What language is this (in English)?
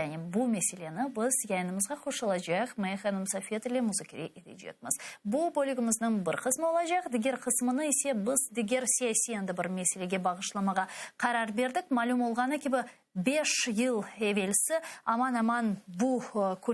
Crimean Tatar